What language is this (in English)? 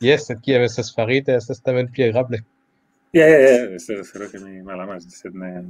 Esperanto